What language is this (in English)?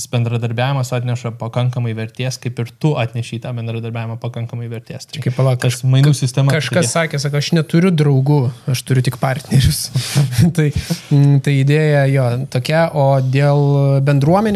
Lithuanian